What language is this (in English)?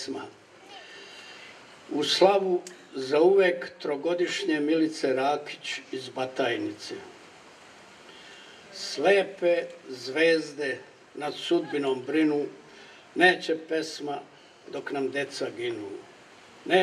Serbian